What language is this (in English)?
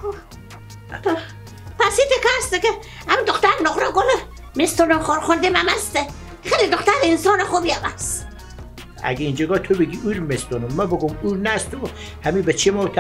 Persian